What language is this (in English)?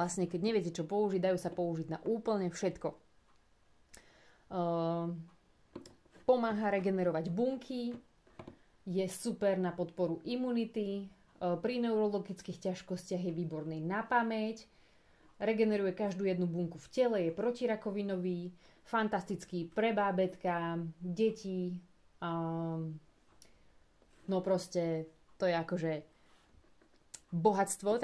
Slovak